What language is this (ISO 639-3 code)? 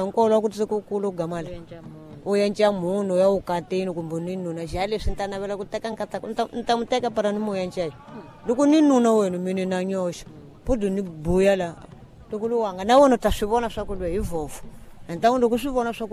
tso